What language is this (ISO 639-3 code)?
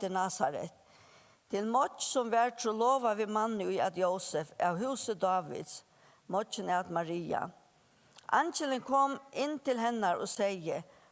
fao